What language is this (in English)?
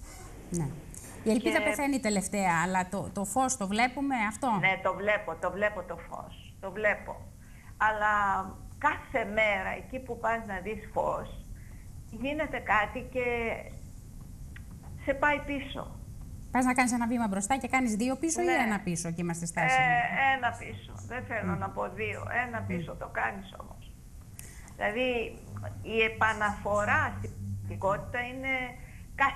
Greek